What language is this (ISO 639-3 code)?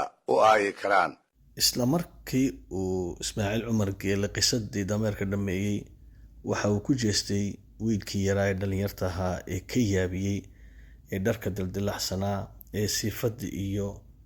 som